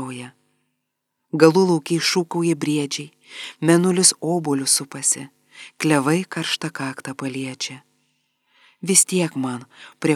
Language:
Lithuanian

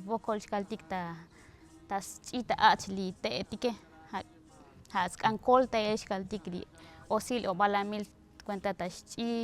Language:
Tzotzil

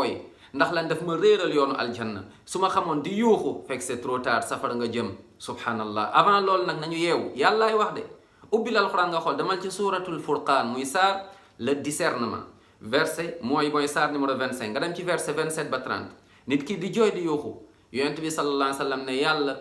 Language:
Wolof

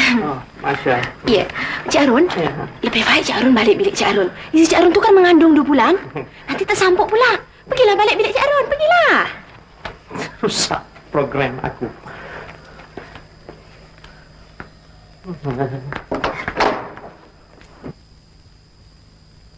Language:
Malay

